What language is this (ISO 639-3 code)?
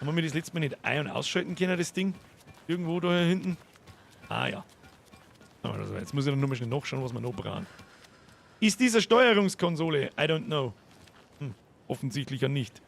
bar